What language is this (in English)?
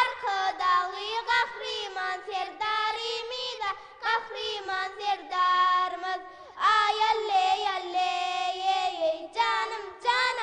Turkmen